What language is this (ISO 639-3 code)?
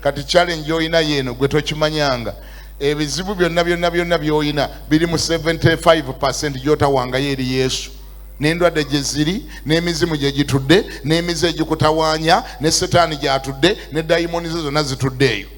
lug